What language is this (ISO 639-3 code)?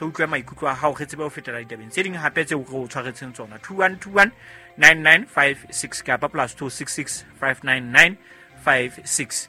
sot